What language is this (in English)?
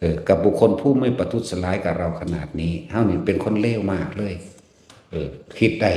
Northeastern Thai